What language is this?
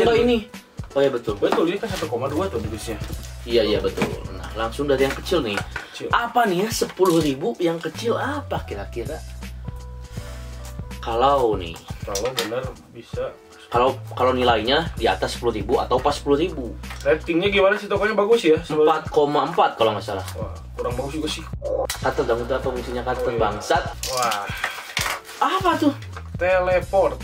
Indonesian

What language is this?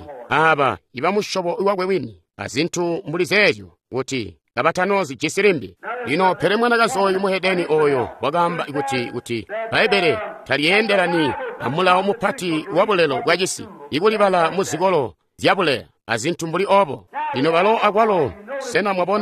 Tonga (Zambia)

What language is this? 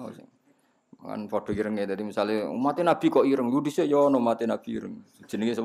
Javanese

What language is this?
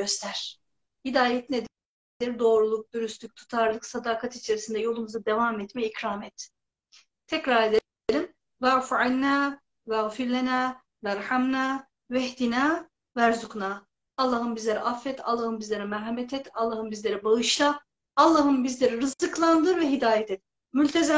Turkish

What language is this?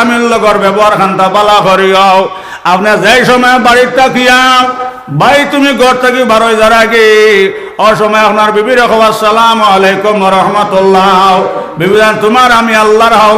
Sylheti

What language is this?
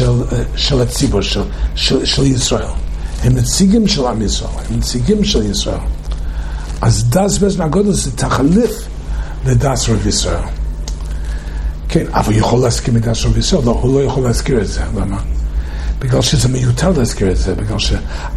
Hebrew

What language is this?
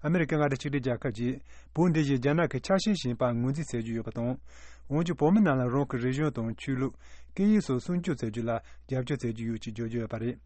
Tibetan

